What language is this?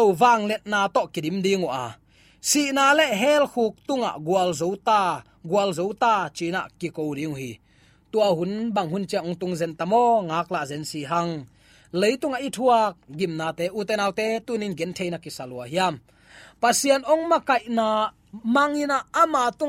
Tedim Chin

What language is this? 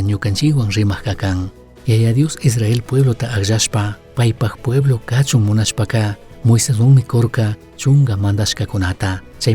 Chimborazo Highland Quichua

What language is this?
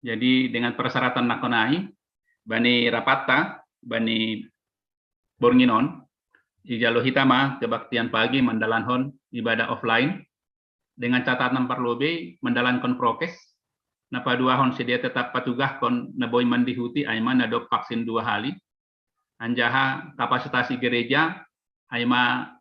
Batak Simalungun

